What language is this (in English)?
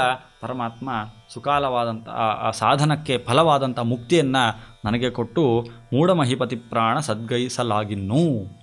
Kannada